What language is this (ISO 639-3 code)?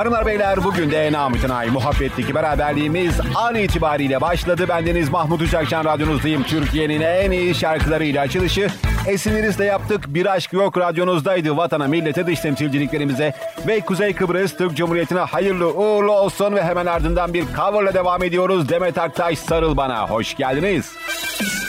tur